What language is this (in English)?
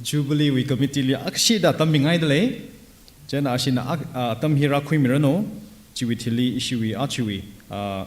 Tangkhul Naga (India)